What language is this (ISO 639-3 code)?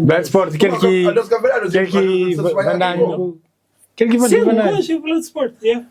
kea